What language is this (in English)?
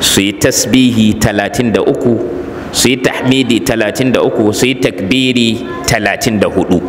Hausa